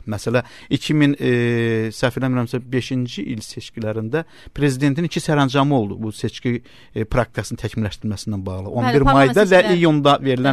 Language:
Azerbaijani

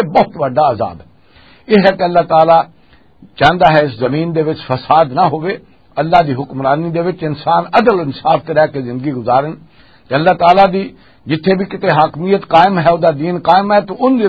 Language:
Western Panjabi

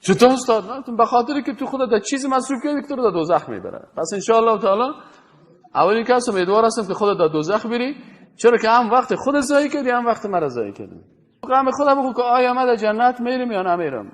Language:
Persian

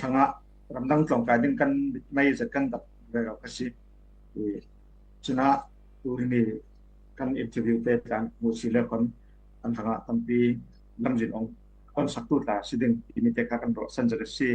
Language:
Falam Chin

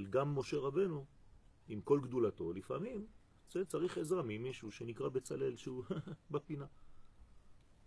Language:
Hebrew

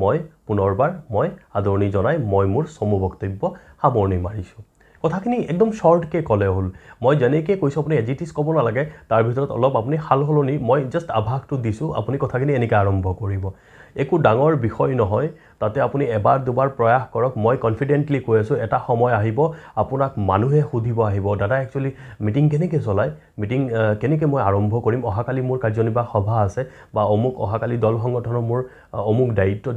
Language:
Assamese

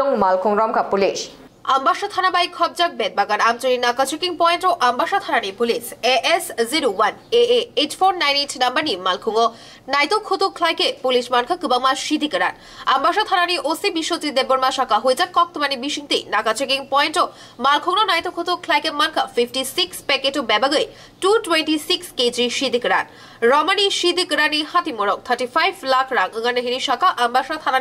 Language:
Kok Borok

